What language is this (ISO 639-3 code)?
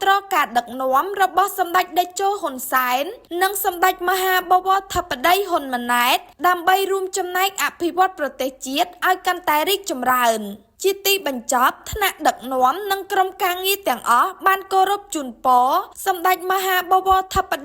khm